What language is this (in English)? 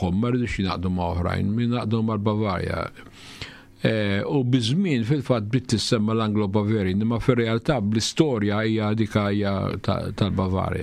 Maltese